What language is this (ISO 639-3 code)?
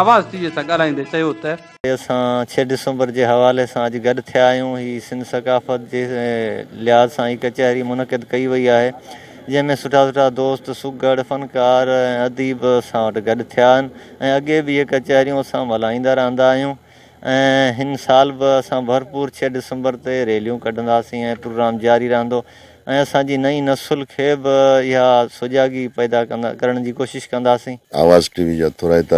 snd